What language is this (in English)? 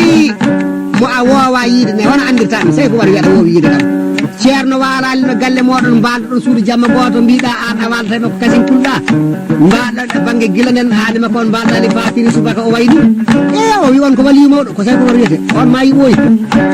Fula